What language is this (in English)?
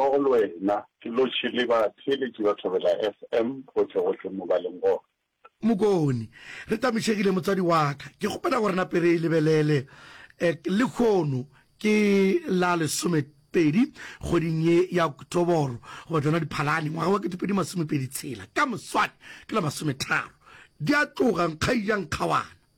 Northern Sotho